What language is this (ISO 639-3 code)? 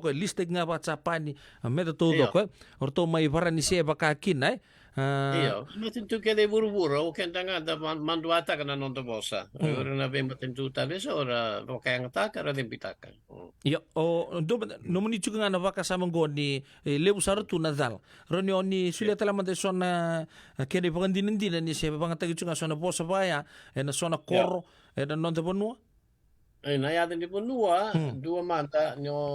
fij